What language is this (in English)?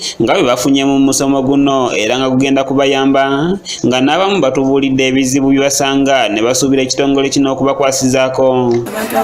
Ganda